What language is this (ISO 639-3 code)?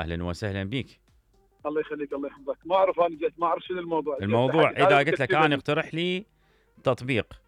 acm